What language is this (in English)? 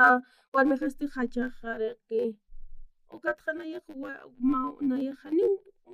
Aymara